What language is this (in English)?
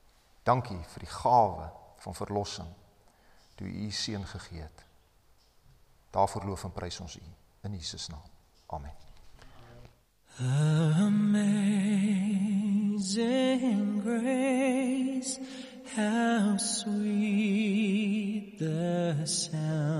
Afrikaans